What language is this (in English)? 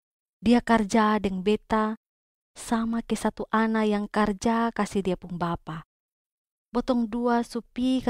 Kupang Malay